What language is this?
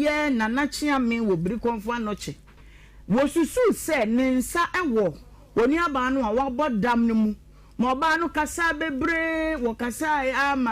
Akan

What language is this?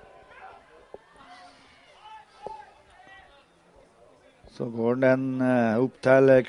Norwegian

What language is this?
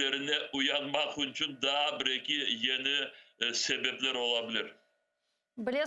Crimean Tatar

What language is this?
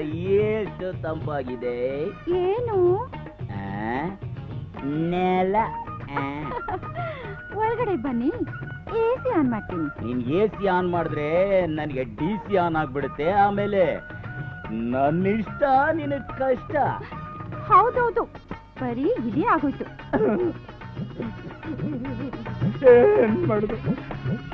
Kannada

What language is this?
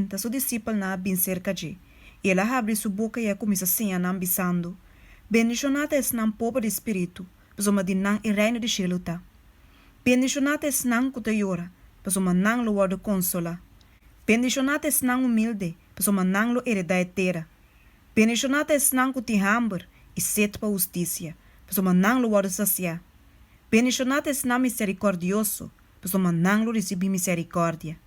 Papiamento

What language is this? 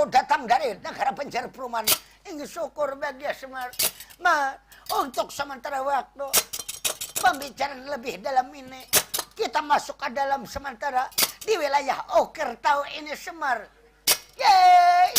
Banjar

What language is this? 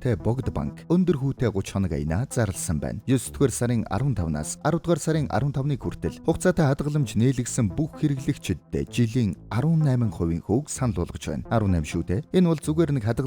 Mongolian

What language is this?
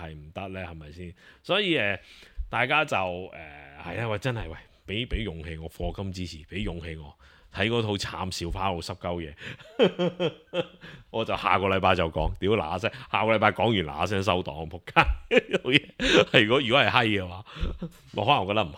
Cantonese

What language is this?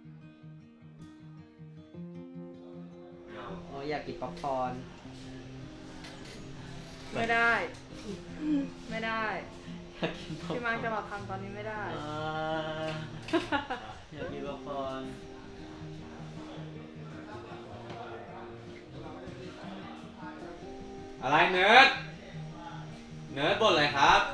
Thai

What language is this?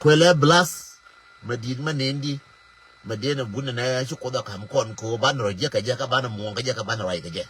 Nuer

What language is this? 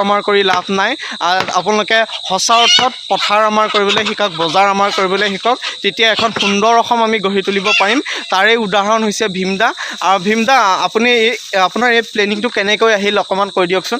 Assamese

